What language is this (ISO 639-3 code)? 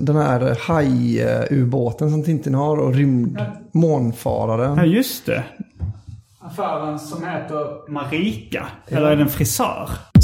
swe